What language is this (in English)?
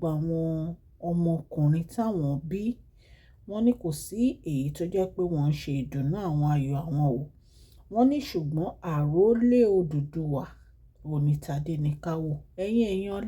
Yoruba